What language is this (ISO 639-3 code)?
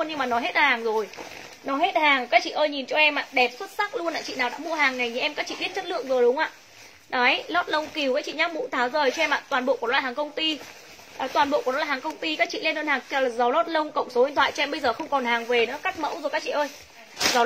vie